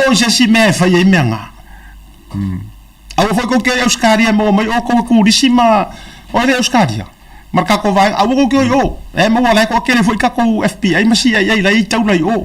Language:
Samoan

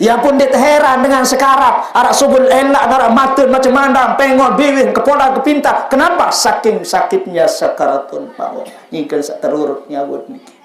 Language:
Sasak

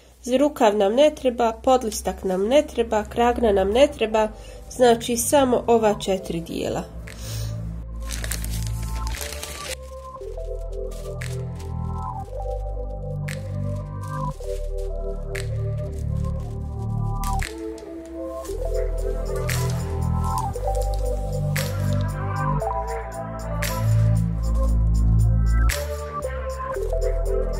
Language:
Croatian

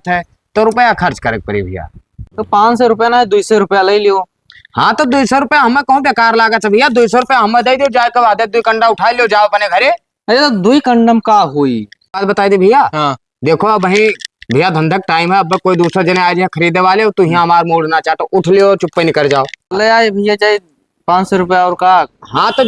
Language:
Awadhi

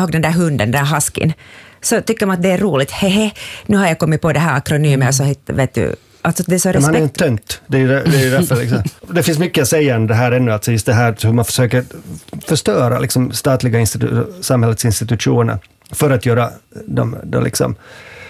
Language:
Swedish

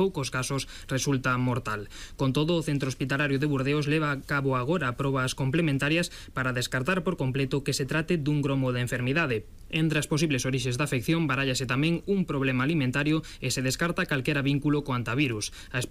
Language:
Galician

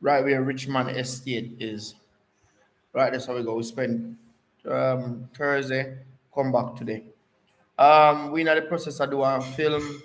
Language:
Jamaican Creole English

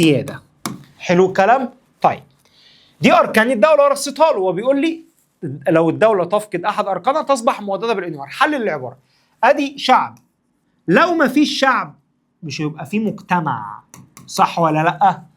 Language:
Egyptian Arabic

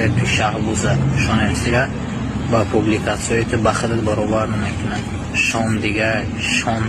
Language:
Tajik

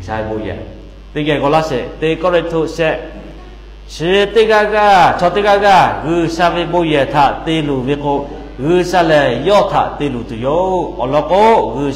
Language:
Lahu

